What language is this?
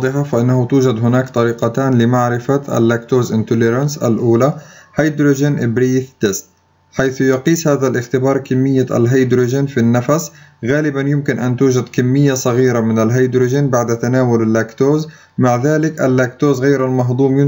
Arabic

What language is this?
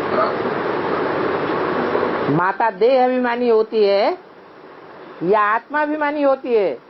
Hindi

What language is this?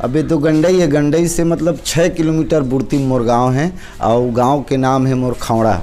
Chhattisgarhi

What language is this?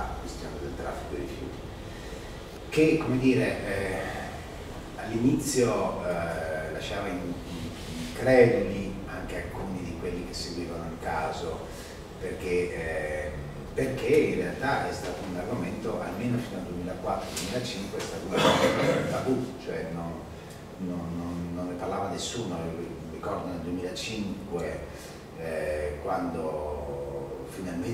Italian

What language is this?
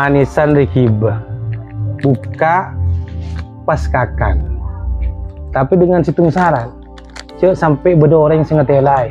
Madurese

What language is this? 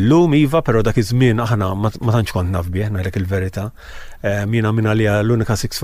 Maltese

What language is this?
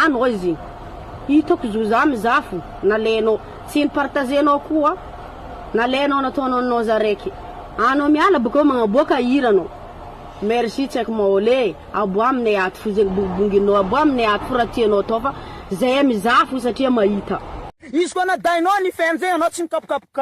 Malagasy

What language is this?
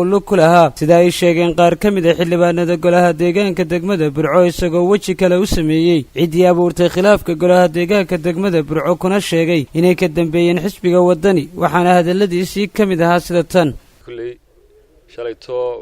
Somali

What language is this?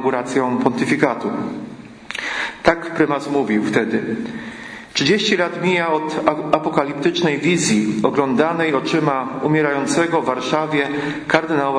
Polish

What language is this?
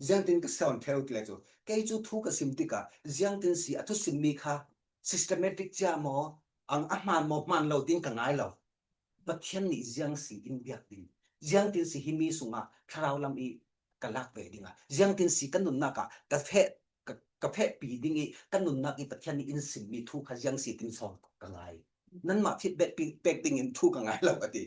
Falam Chin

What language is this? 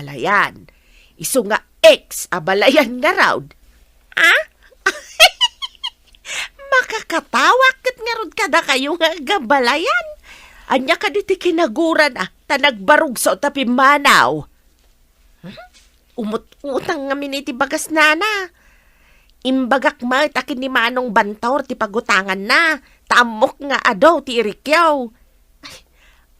Iloko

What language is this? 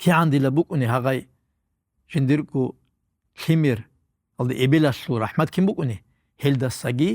Avaric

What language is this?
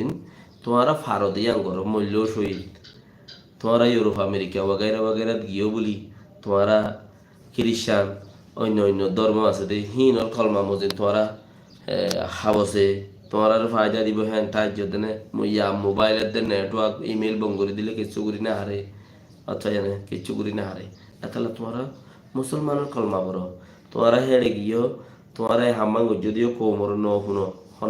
Rohingya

